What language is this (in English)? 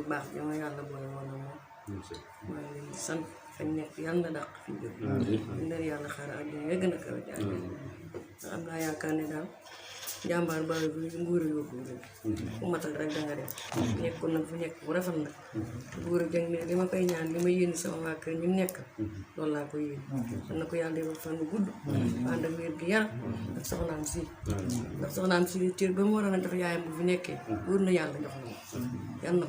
Wolof